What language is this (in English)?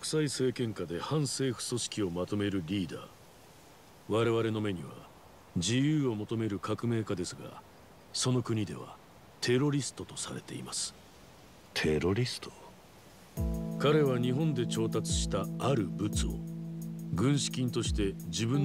Japanese